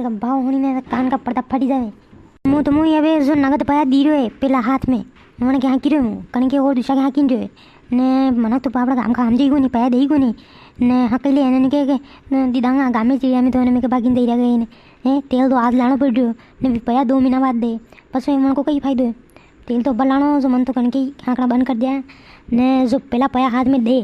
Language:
Rajasthani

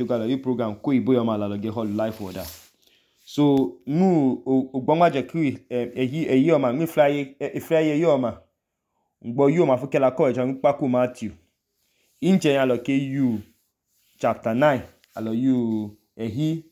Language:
Idoma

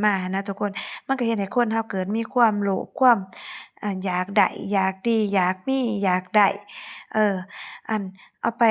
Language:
Lao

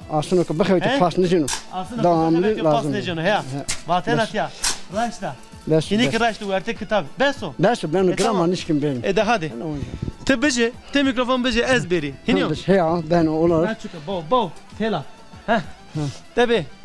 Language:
Zaza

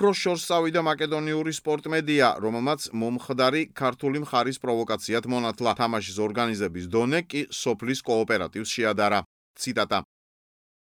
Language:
Georgian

